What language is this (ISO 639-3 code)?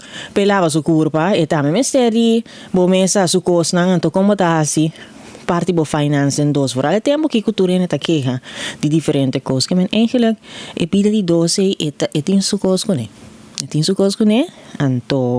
pap